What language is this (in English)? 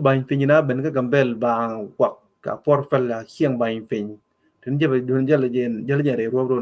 Nuer